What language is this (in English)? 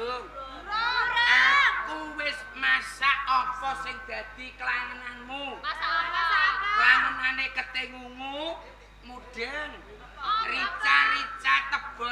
Javanese